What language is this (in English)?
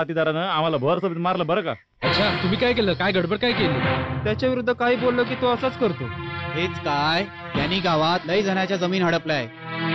Marathi